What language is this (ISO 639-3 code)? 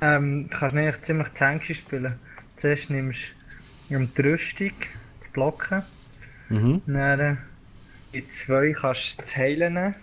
gsw